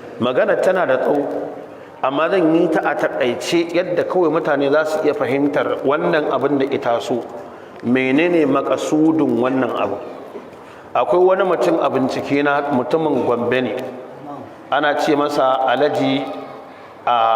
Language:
Hausa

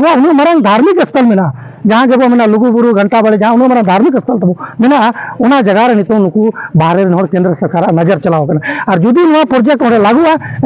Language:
Santali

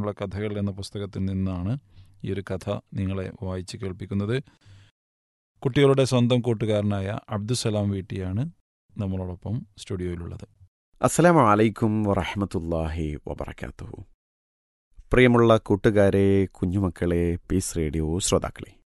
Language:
Malayalam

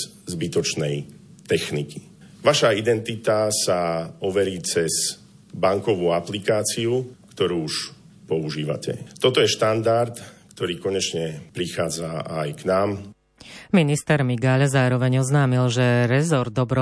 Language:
Slovak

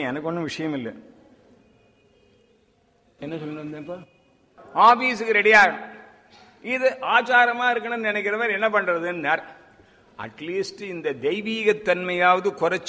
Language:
Tamil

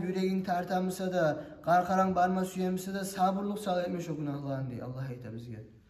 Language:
Kumyk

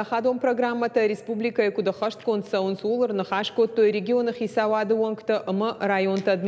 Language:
Ossetic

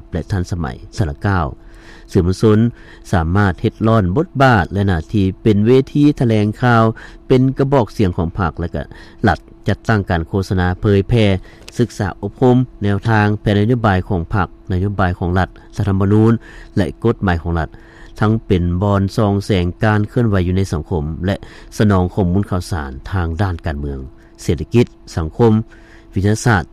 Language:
Lao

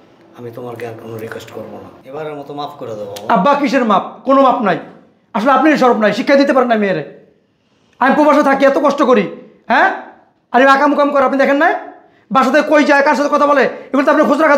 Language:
Bangla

